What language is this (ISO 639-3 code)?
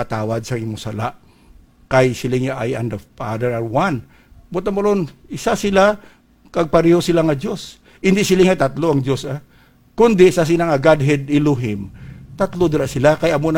hil